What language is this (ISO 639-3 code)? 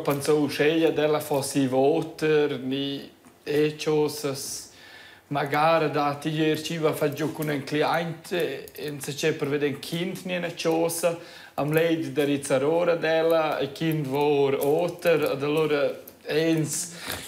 roh